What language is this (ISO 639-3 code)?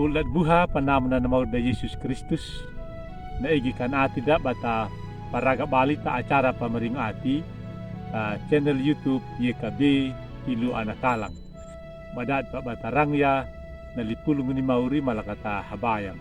akg